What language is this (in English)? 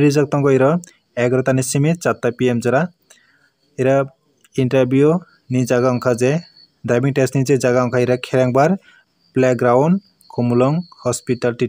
Kok Borok